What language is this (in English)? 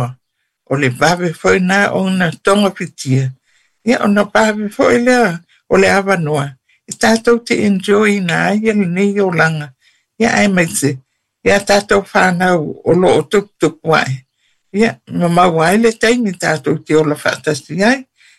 Samoan